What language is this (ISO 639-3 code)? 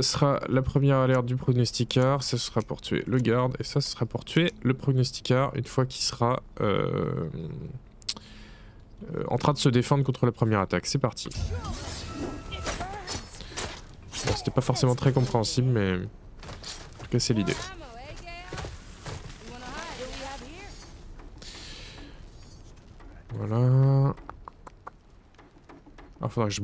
fra